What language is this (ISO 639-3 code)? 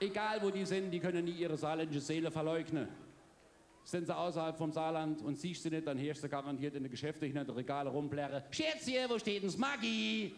pfl